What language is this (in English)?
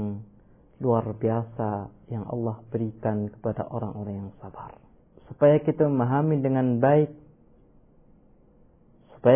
Indonesian